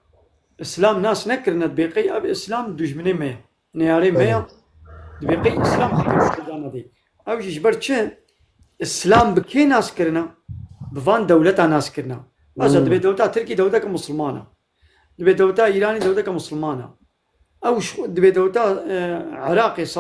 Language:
Kurdish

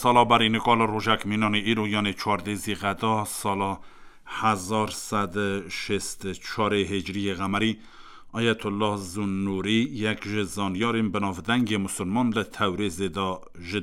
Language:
Kurdish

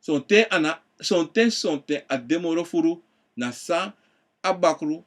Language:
Sranan Tongo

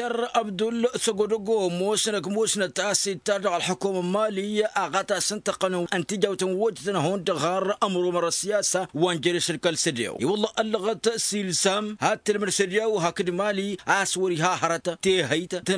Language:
Tamasheq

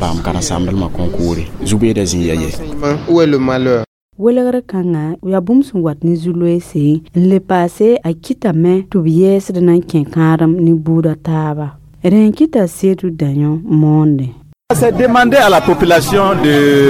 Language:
Mossi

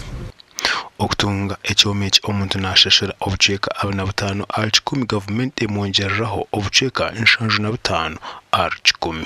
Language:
Nyankole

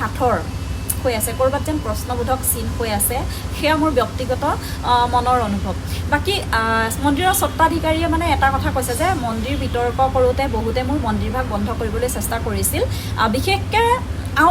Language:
Assamese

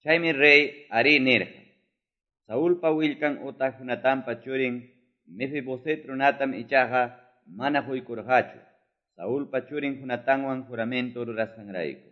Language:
Quechua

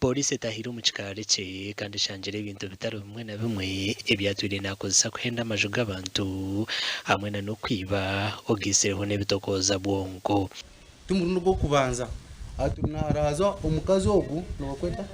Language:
Nyankole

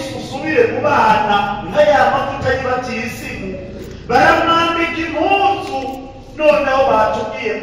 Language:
Rundi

